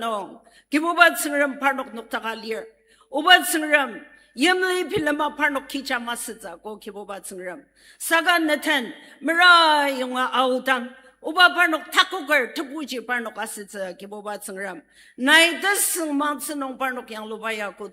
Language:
Ao Naga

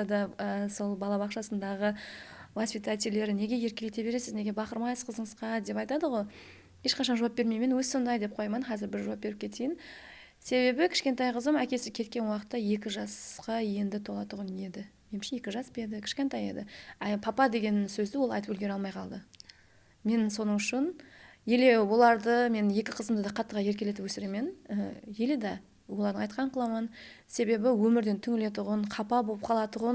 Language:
Kara-Kalpak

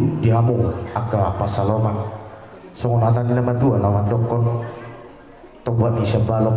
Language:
Batak Toba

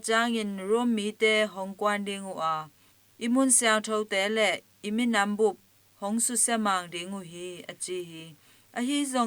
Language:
Tedim Chin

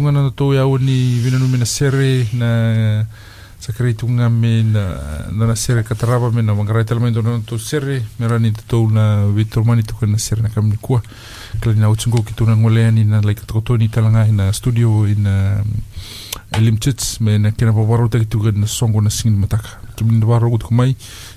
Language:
Fijian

